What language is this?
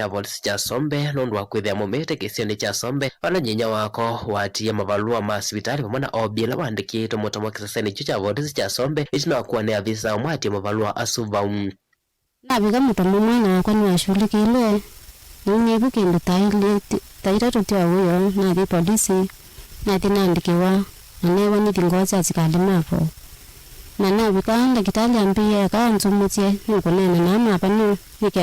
Kamba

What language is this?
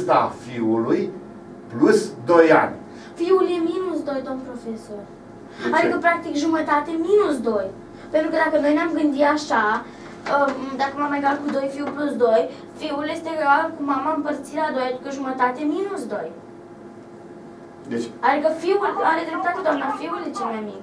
Romanian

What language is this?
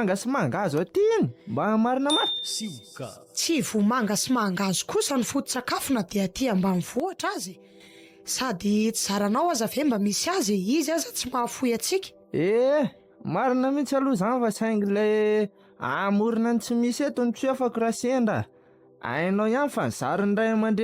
Malagasy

